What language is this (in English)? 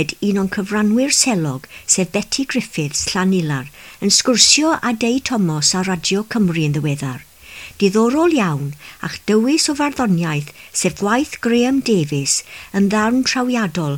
Welsh